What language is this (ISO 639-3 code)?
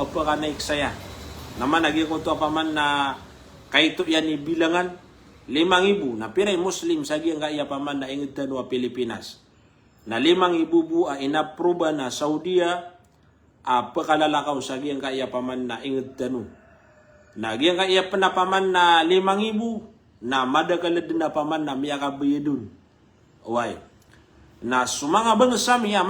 mrw